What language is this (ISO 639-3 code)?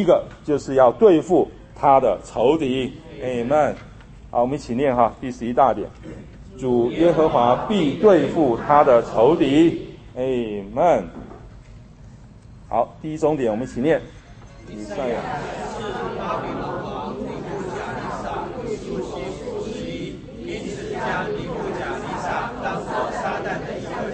zho